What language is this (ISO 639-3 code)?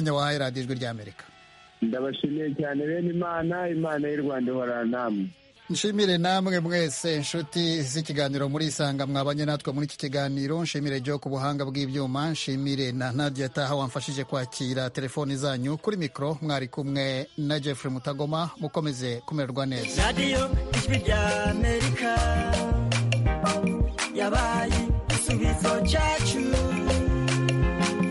kin